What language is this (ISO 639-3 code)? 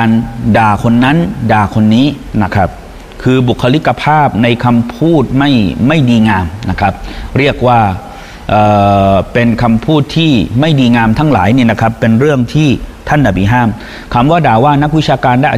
tha